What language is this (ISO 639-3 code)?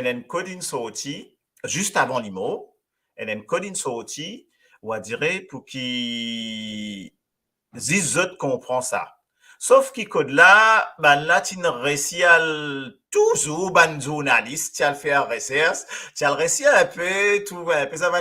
mfe